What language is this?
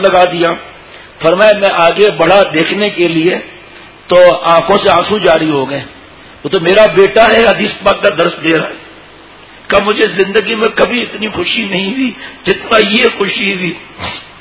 Urdu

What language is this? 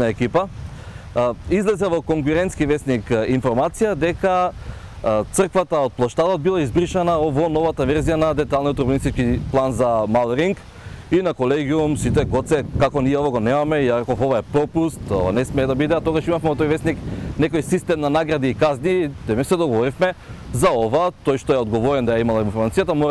Macedonian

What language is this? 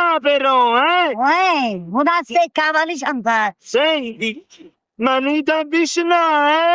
Neapolitan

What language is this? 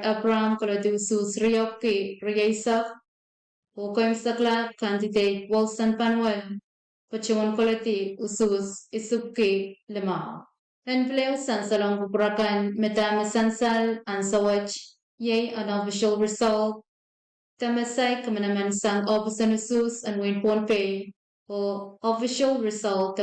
Pohnpeian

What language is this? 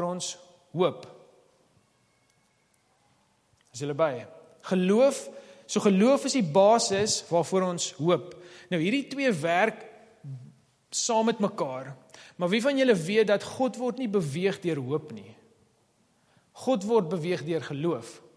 Afrikaans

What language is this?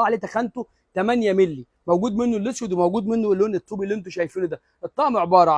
Egyptian Arabic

